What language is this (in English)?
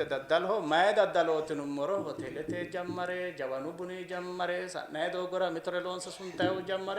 Sidamo